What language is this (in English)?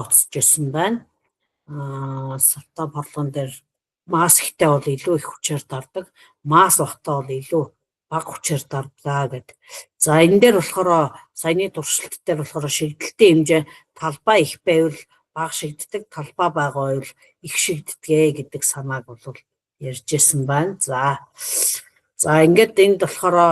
Mongolian